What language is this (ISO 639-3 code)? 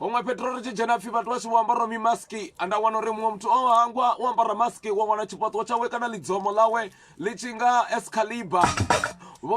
ven